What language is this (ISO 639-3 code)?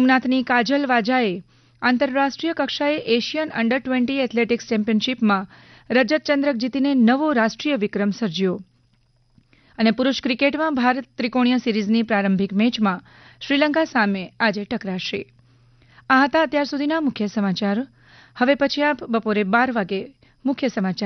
guj